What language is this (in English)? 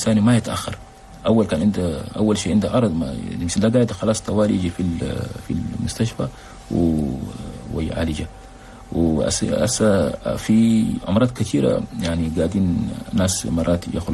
Chadian Arabic